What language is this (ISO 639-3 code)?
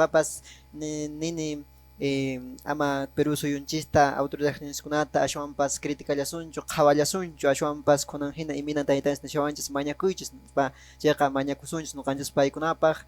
que